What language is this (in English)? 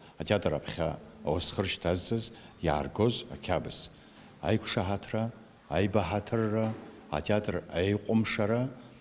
Abkhazian